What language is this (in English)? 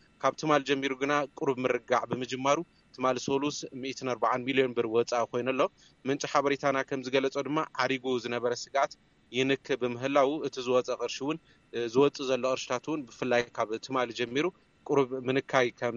Tigrinya